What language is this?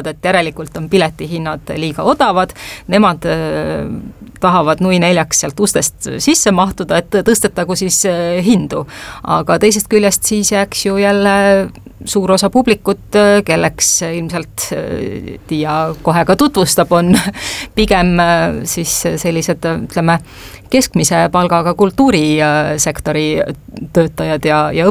Estonian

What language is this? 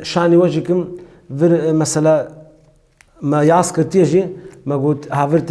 Kurdish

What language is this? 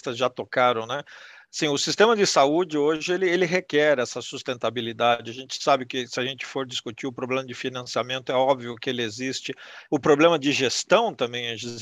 Portuguese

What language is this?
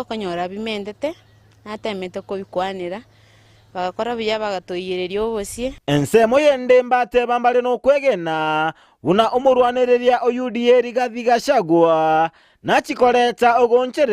Gusii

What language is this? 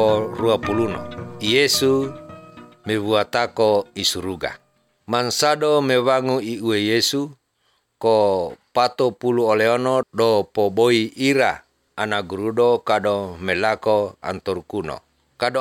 Basque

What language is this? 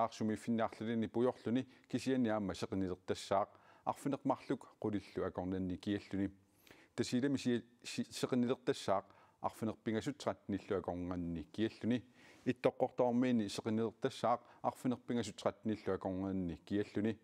Kalaallisut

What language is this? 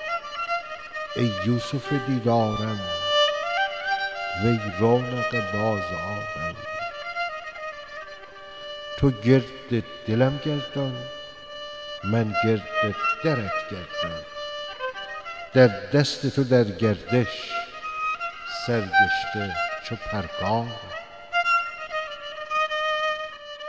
Persian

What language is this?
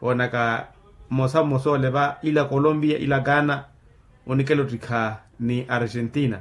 Makhuwa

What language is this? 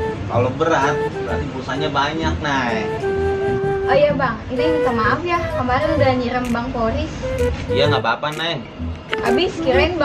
Betawi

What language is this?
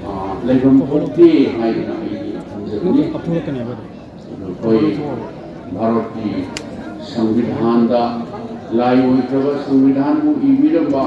Manipuri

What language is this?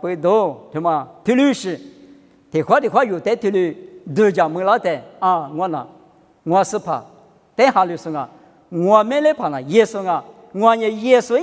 Lisu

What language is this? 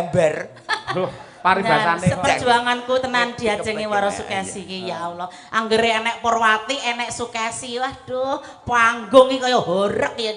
Javanese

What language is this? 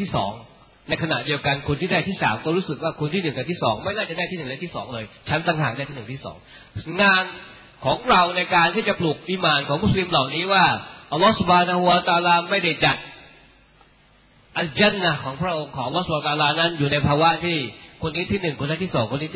Thai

